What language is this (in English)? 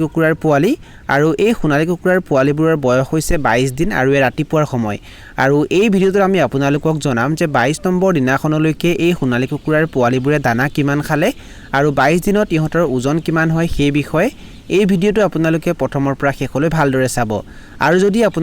Assamese